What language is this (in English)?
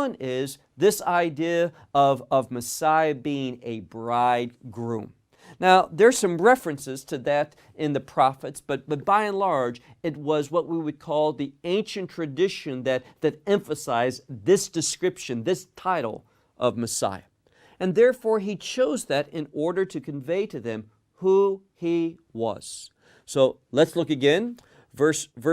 English